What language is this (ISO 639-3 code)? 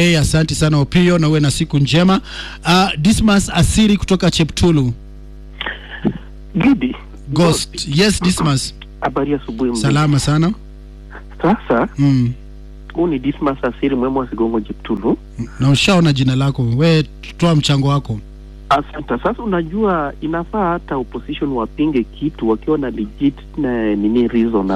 swa